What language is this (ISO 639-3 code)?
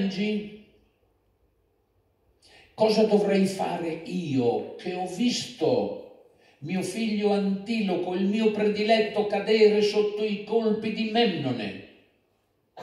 ita